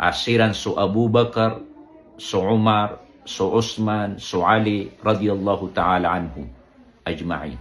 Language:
Maranao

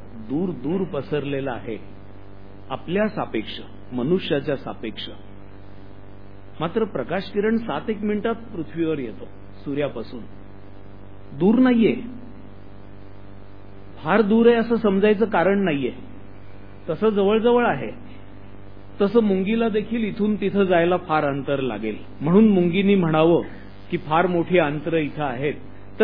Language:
Marathi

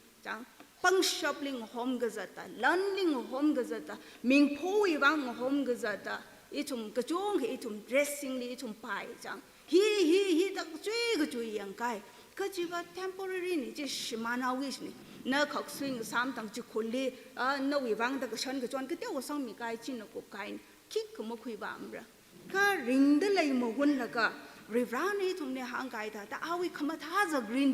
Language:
Tangkhul Naga (India)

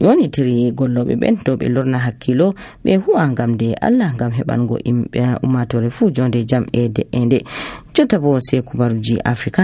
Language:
Nigerian Fulfulde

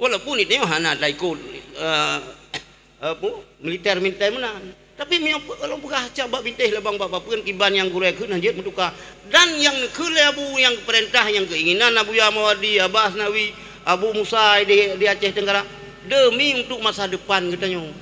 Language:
Achinese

